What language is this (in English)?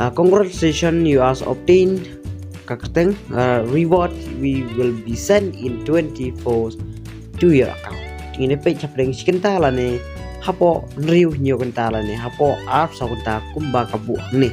Khasi